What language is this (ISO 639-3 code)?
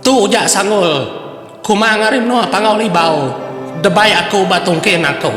iba